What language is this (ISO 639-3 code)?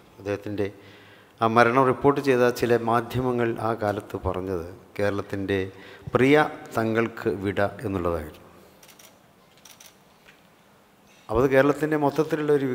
mal